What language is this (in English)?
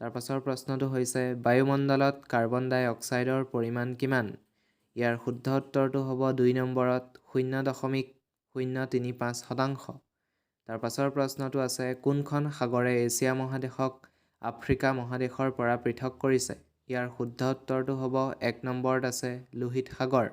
Assamese